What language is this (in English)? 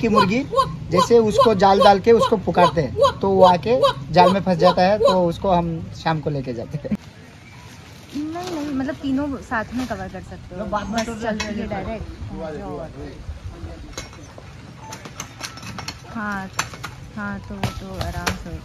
Hindi